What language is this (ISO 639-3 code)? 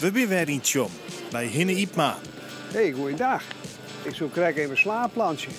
fry